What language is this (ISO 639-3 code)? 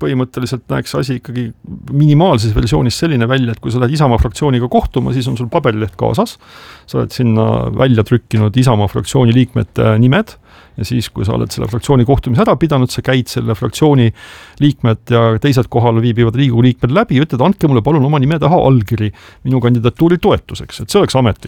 est